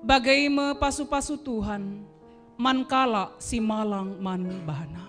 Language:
Batak Karo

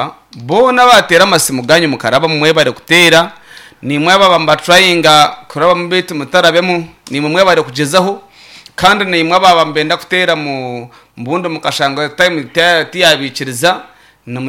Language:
Nyankole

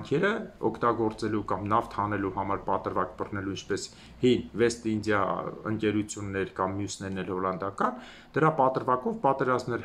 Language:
Armenian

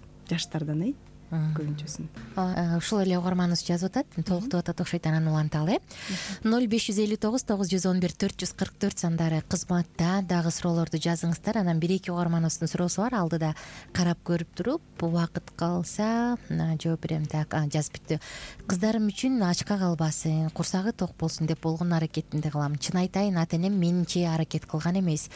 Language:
Kyrgyz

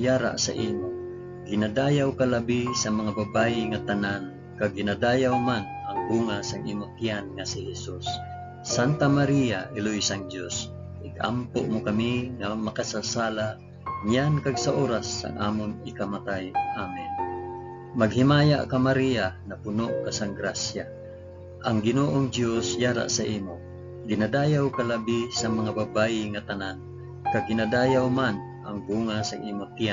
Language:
Hiligaynon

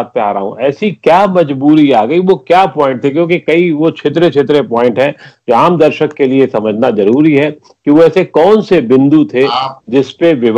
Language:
Hindi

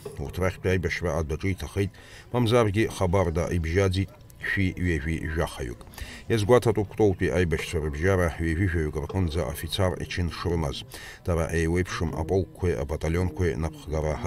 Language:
Abkhazian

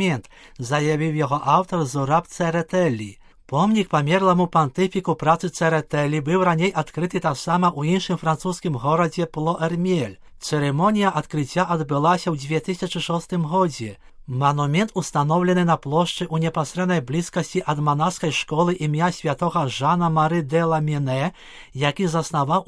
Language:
Belarusian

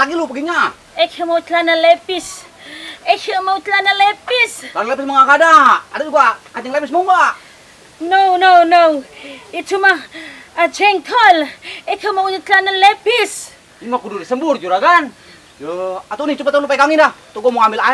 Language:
Betawi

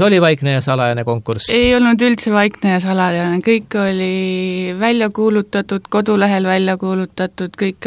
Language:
Estonian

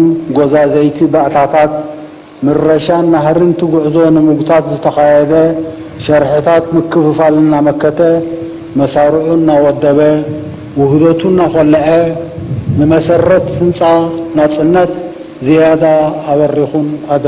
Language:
Tigrinya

